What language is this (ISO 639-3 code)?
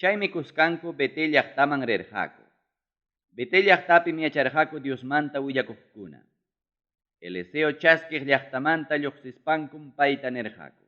quy